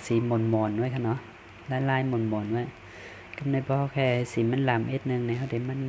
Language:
Shan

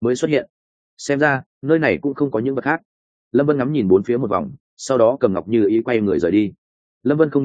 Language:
Vietnamese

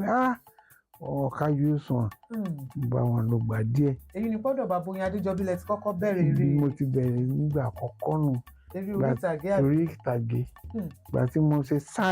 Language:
Yoruba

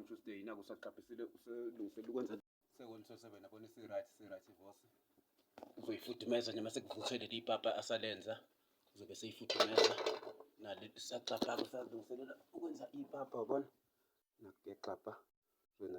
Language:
Zulu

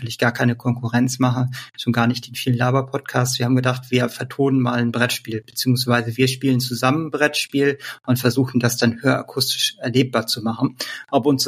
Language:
German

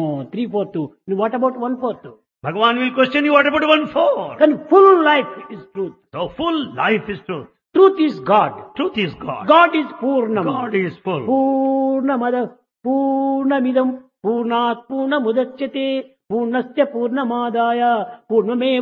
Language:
Telugu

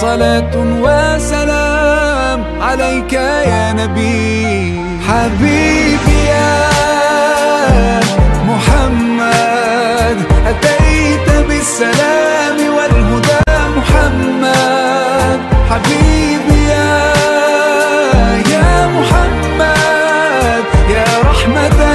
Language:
Arabic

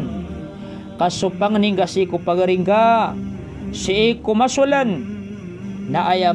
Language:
Maranao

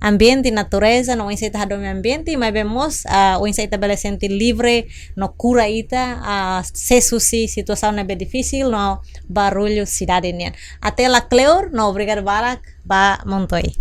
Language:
Tetum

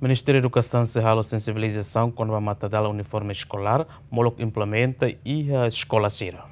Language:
Tetum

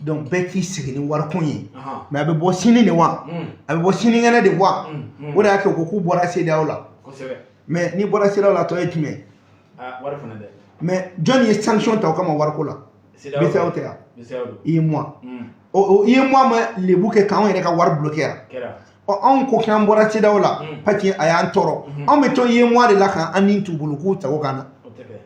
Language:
Bambara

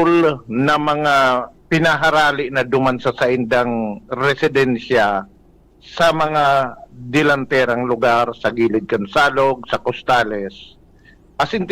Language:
Bikol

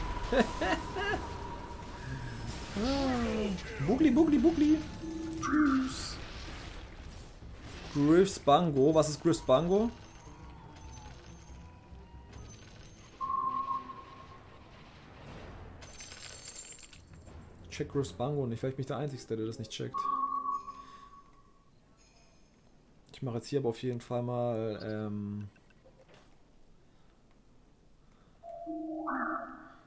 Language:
German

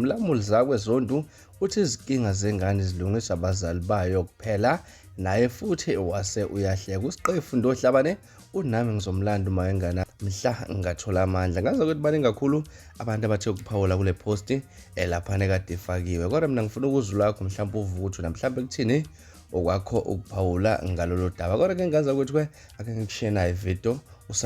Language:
Zulu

